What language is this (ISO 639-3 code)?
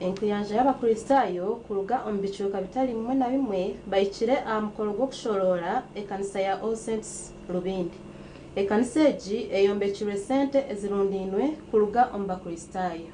nyn